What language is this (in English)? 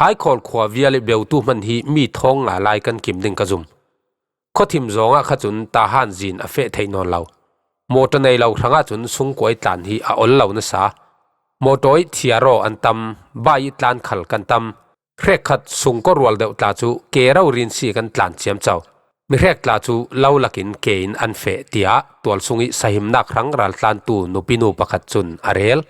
Falam Chin